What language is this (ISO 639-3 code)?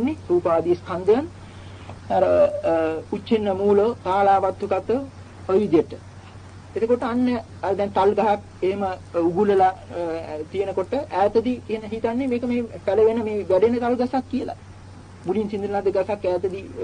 sin